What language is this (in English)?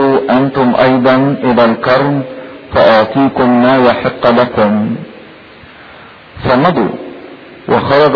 Egyptian Arabic